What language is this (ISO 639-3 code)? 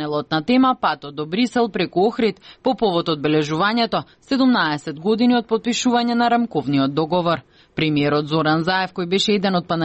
mkd